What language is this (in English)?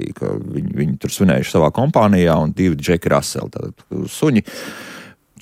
Latvian